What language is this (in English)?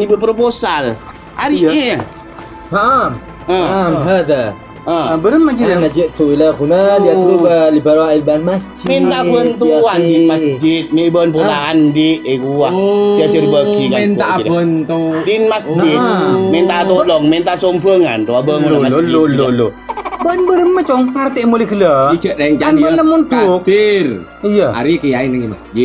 Madurese